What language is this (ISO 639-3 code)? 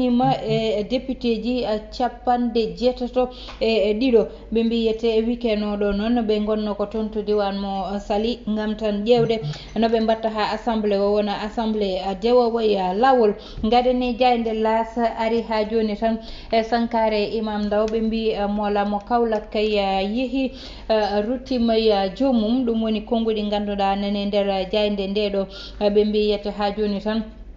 ful